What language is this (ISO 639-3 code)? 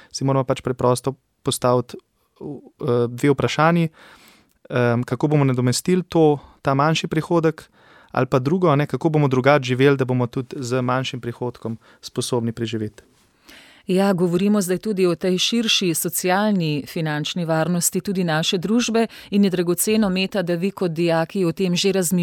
slv